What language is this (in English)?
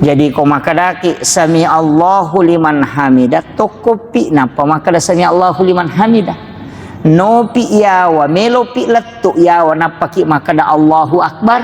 Buginese